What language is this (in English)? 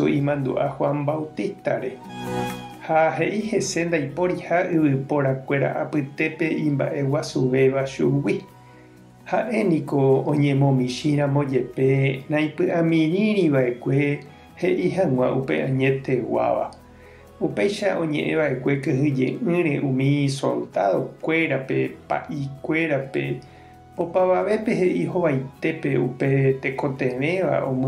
Guarani